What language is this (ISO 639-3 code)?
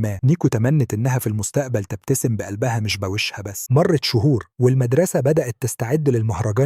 arz